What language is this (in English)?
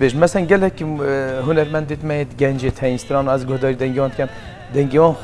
Kurdish